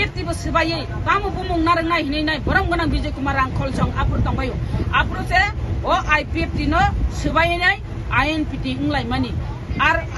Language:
Kok Borok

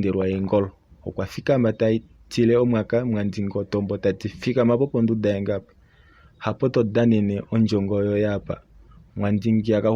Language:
Kuanyama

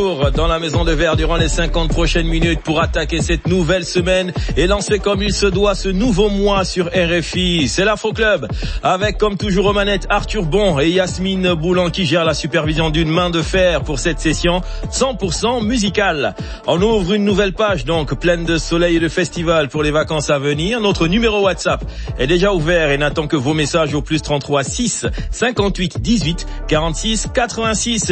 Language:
French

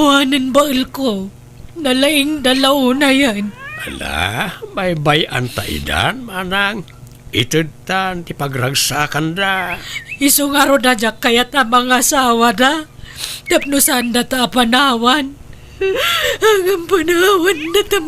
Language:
Iloko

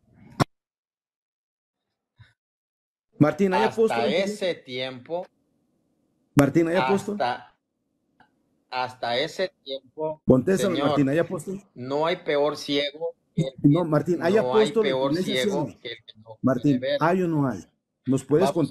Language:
Spanish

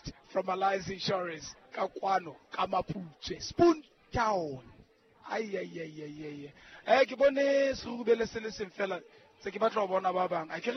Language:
Southern Sotho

